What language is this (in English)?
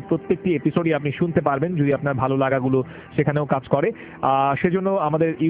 Bangla